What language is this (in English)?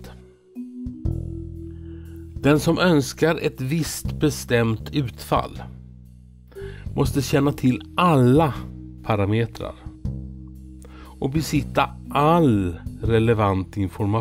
Swedish